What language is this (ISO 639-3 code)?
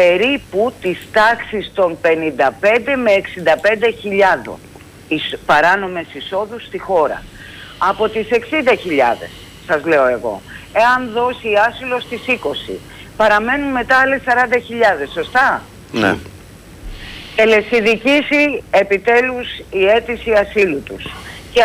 ell